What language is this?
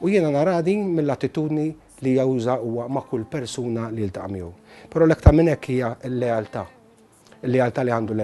Maltese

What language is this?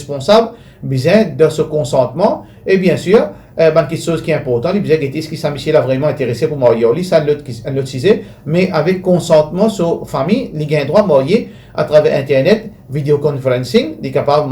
Morisyen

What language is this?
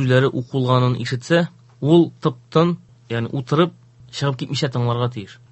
Tatar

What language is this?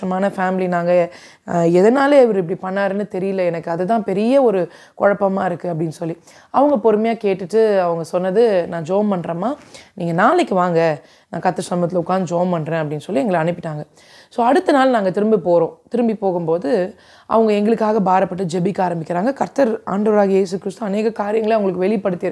Tamil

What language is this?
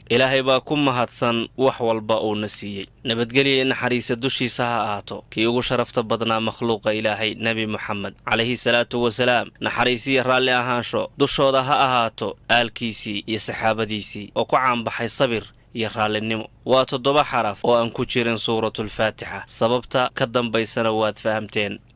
Somali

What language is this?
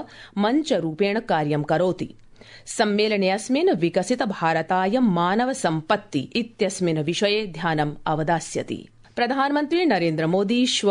Sanskrit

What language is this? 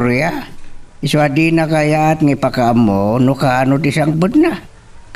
Iloko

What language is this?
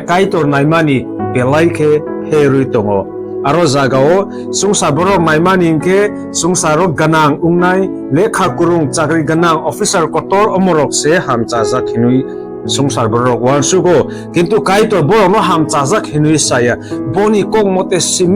Kok Borok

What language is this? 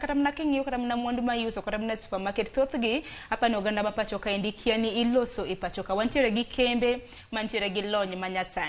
Luo (Kenya and Tanzania)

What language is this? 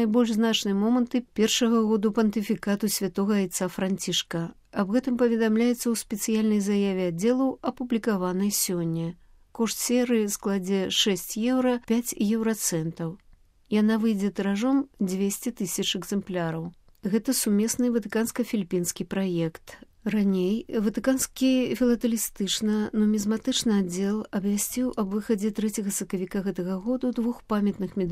Belarusian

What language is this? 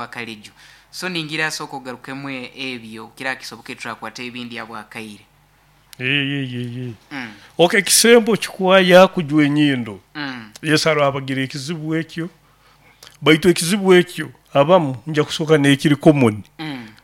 Nyoro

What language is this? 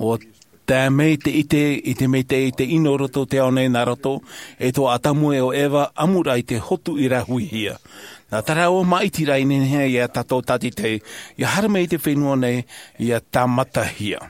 Tahitian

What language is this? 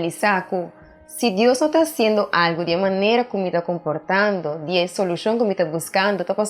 Papiamento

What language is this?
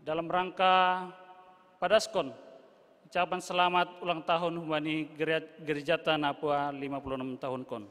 Batak Simalungun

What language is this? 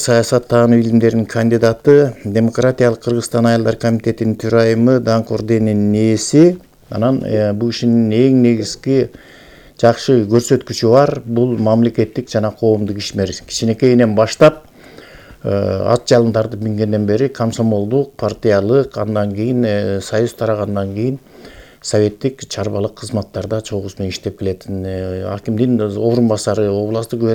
Kyrgyz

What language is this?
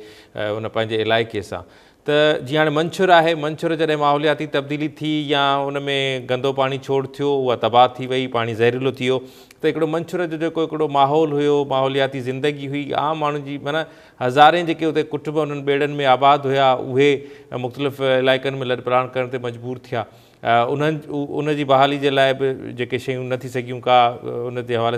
Sindhi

